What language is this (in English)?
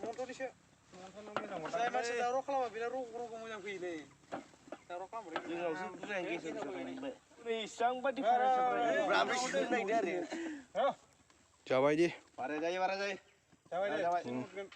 Bodo